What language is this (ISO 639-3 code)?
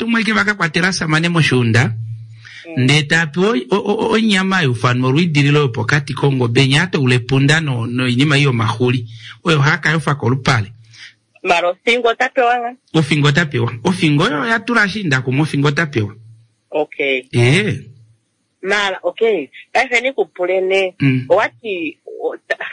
kua